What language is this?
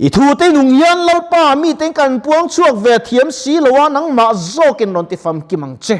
Mizo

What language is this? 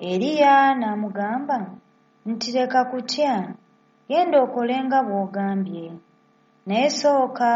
Ganda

